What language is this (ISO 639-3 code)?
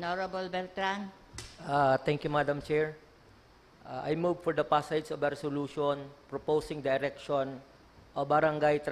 bik